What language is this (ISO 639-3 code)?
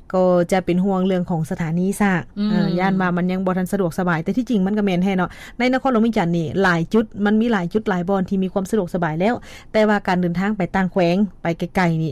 lao